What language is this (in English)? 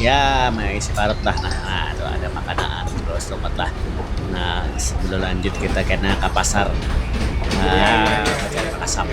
Banjar